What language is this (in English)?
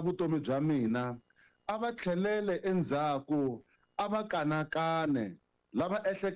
Tsonga